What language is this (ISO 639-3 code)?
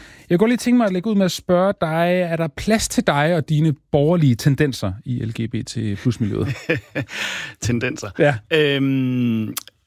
dan